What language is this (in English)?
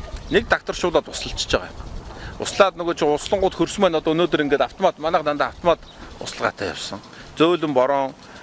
Mongolian